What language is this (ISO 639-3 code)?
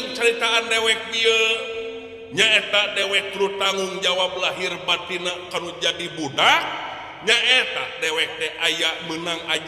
sun